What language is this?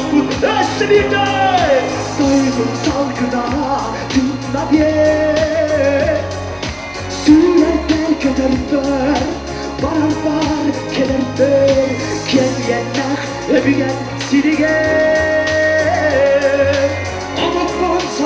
Yakut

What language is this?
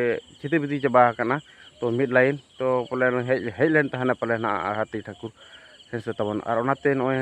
Santali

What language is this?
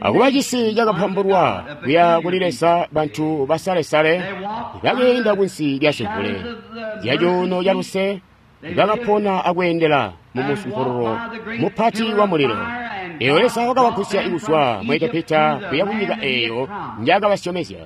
Tonga (Zambia)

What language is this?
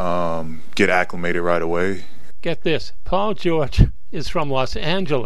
English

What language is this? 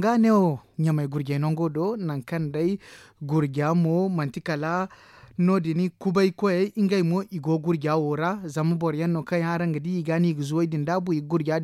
Zarma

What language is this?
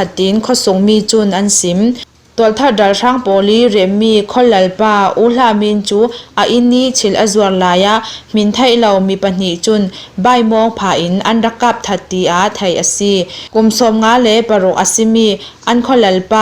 Falam Chin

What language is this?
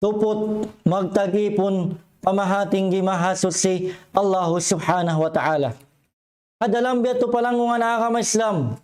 Tausug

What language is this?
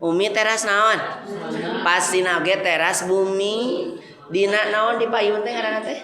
Sundanese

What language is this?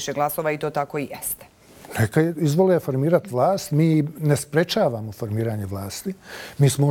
Bosnian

